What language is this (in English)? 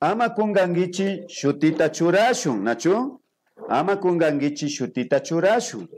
Imbabura Highland Quichua